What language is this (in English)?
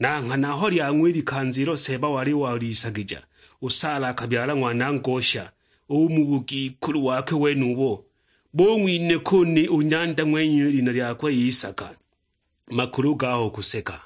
Sukuma